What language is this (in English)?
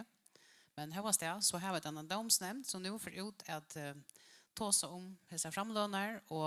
Faroese